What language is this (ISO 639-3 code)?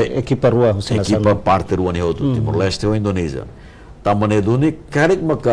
tet